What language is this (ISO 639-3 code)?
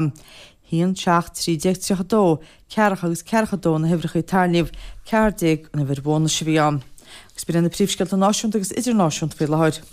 gle